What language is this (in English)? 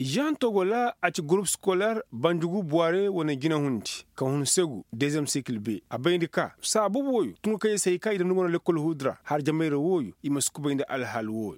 Koyraboro Senni